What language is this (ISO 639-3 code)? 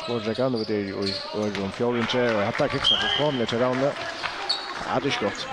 fao